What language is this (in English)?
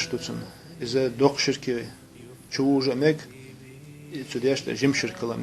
Chechen